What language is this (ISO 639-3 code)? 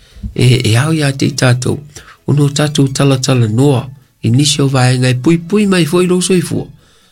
smo